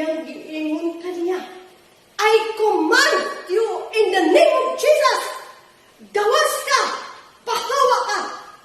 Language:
Cebuano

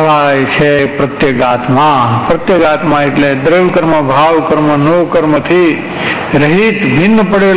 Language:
Gujarati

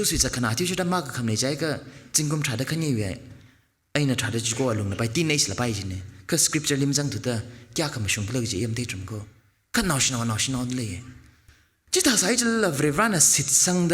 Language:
Tangkhul Naga (India)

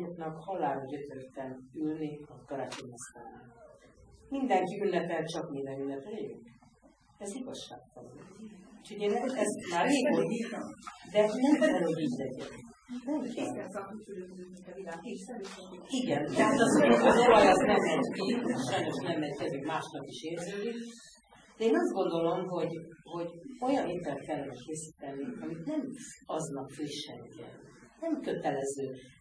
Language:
Hungarian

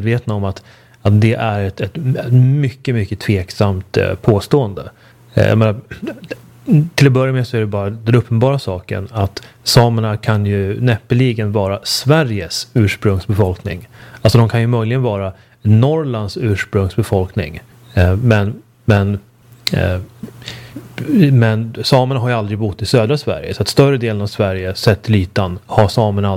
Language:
Swedish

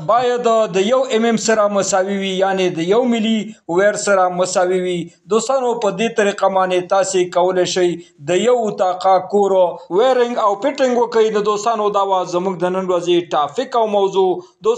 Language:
Pashto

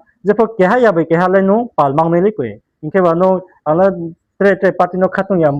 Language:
Riang (India)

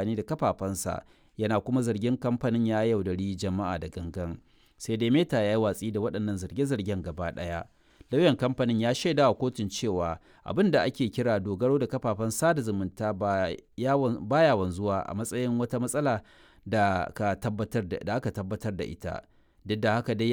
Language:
Hausa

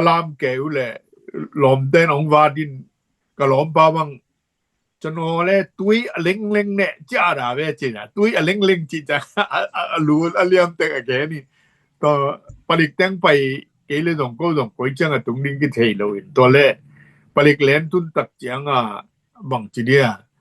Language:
Tedim Chin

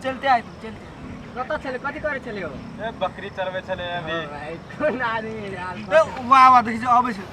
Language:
Maithili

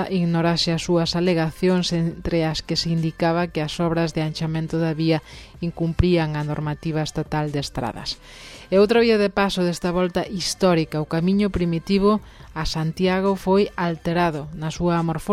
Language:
Galician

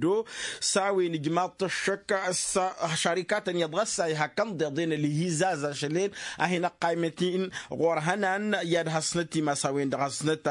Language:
Tamasheq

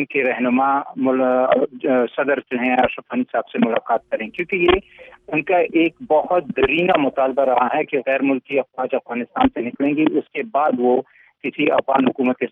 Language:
Urdu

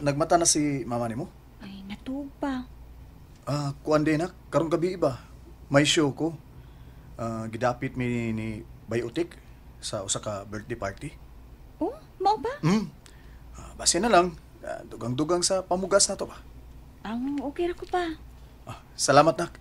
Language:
Cebuano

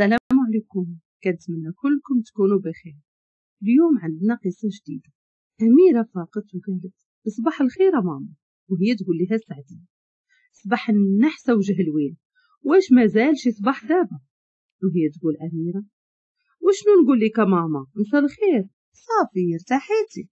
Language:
Moroccan Arabic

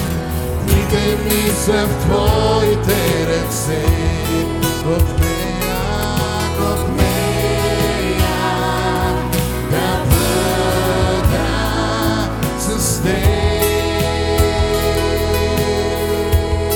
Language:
Bulgarian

